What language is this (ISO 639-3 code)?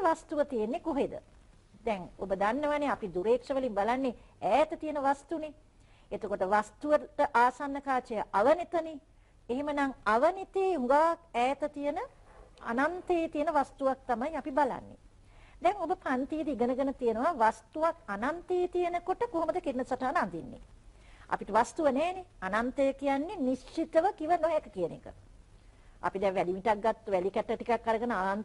sin